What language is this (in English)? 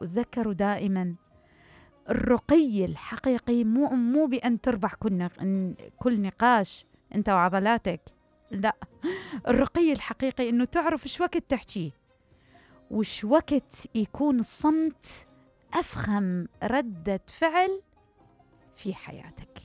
Mesopotamian Arabic